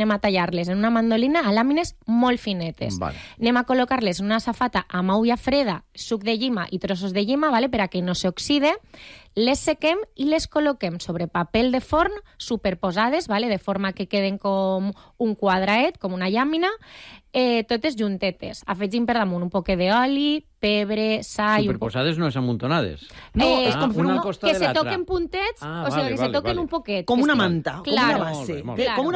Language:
Catalan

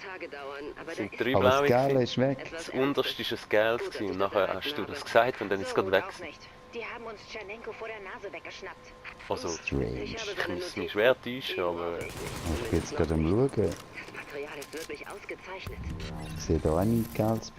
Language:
Swiss German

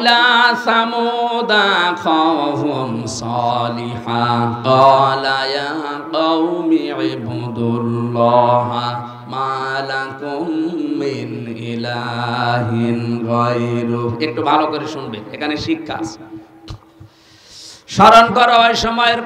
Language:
Bangla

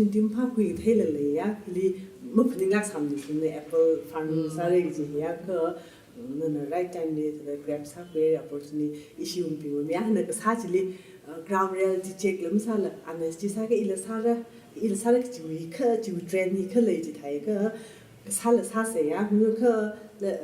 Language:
Tangkhul Naga (India)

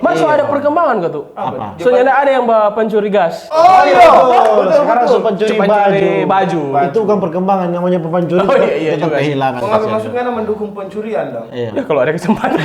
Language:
Manado Malay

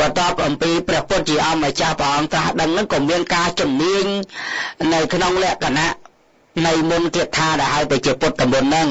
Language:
Khmer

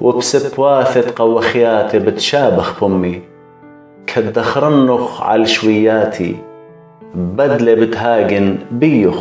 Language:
Assyrian Neo-Aramaic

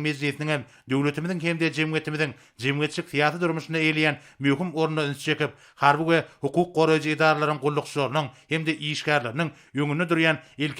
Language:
Turkmen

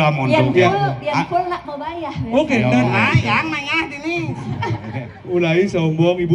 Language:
Balinese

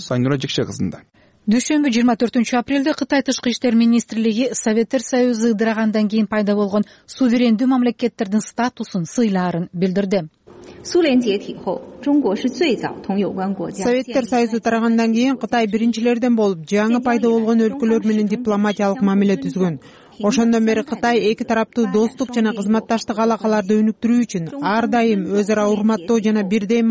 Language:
Kyrgyz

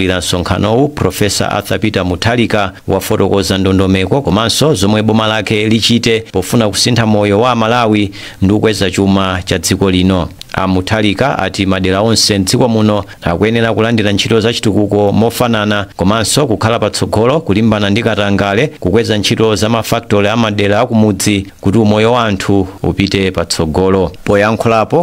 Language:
Nyanja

